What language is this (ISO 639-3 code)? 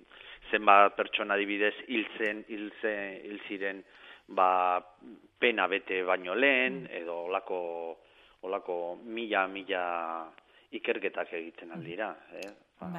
eus